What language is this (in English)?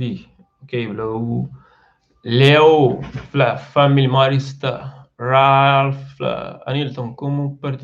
Kabuverdianu